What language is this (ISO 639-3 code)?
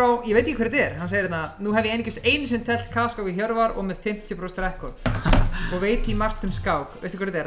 isl